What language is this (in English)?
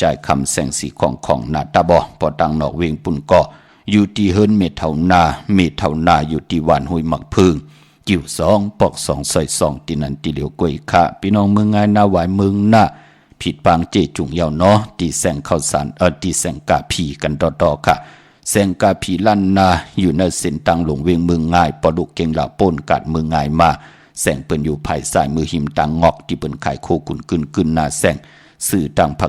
Shan